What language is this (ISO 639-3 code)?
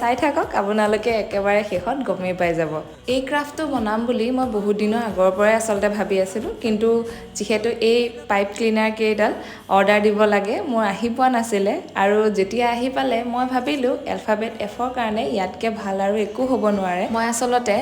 asm